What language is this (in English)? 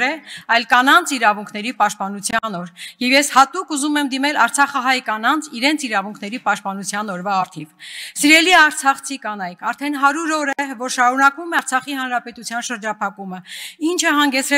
Armenian